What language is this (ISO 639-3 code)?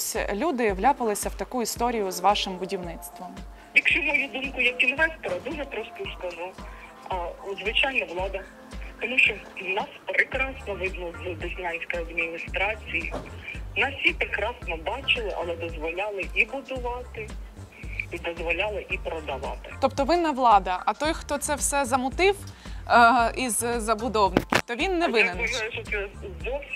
ukr